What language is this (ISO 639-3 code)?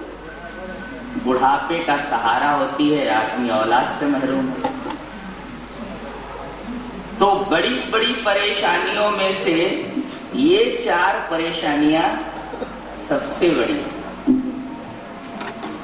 urd